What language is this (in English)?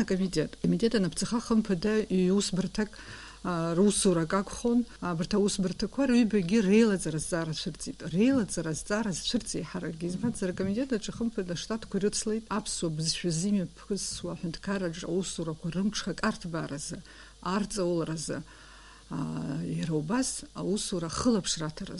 Abkhazian